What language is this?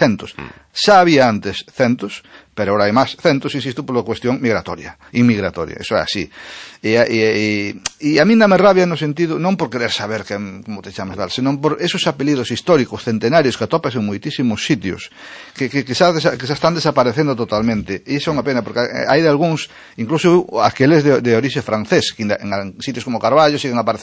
Galician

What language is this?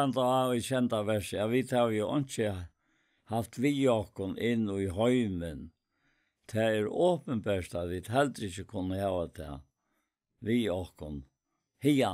Faroese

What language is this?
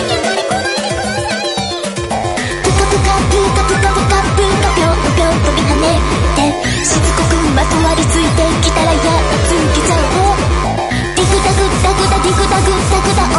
Japanese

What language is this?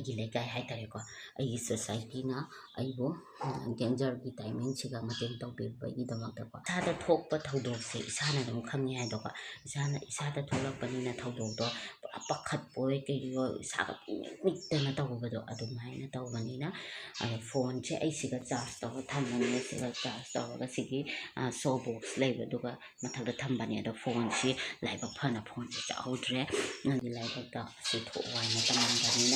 Manipuri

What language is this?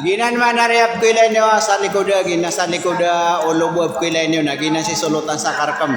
Maranao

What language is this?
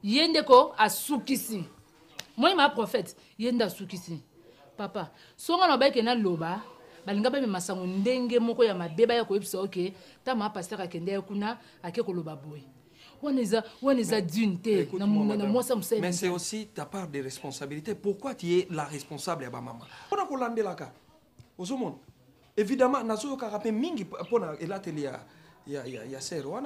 Lingala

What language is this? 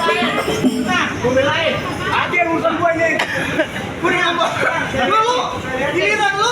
Betawi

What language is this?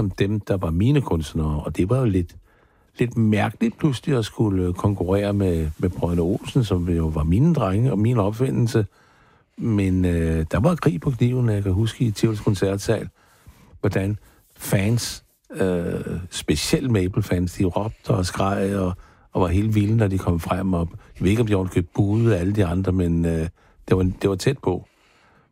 Danish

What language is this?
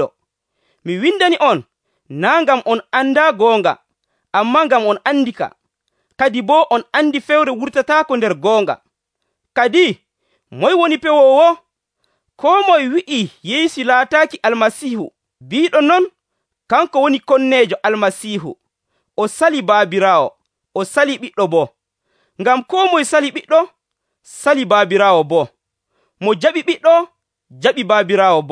Nigerian Fulfulde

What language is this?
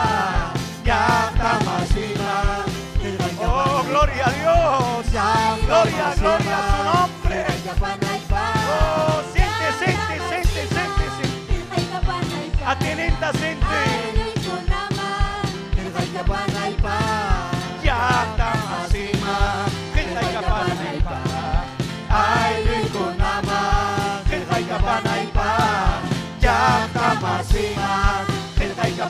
Ayacucho Quechua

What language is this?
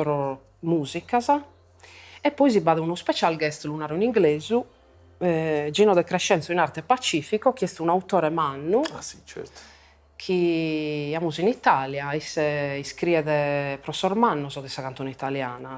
Sardinian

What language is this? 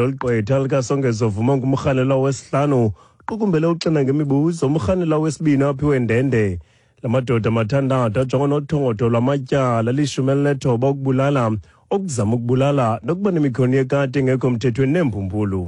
Xhosa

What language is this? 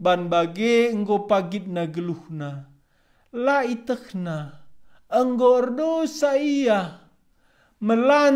Batak Karo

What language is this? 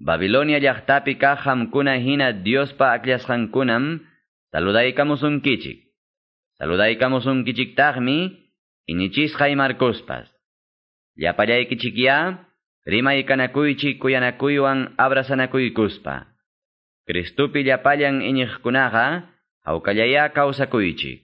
Quechua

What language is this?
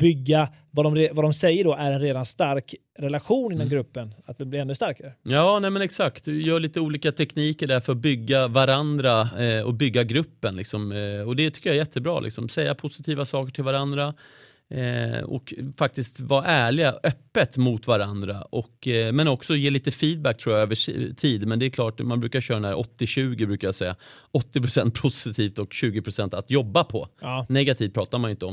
Swedish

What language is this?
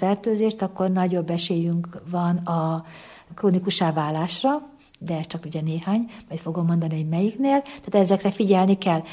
Hungarian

